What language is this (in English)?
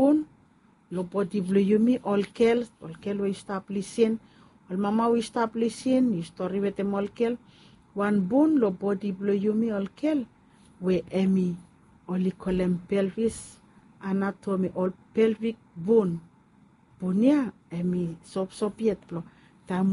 Bislama